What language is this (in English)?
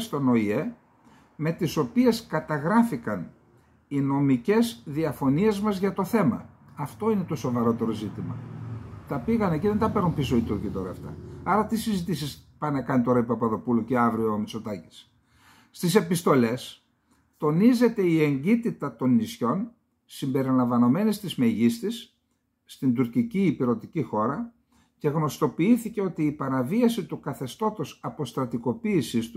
Greek